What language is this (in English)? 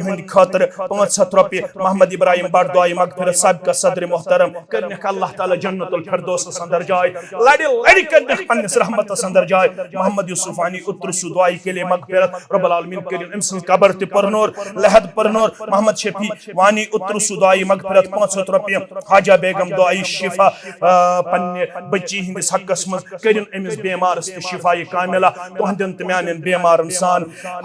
Kashmiri